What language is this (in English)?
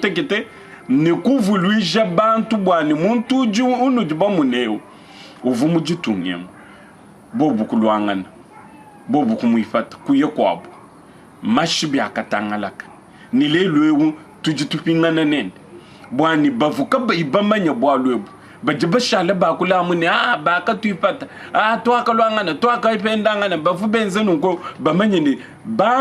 Luba-Lulua